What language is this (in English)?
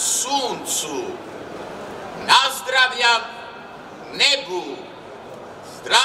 Serbian